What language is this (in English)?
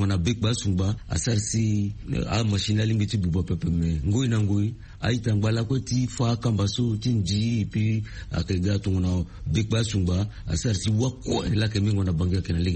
Sango